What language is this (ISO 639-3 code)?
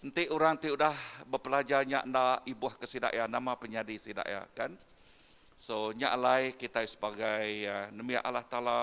iba